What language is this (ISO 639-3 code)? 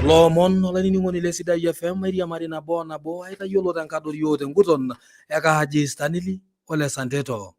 mas